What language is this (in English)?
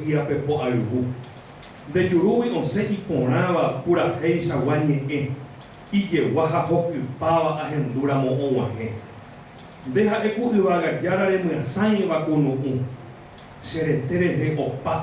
Guarani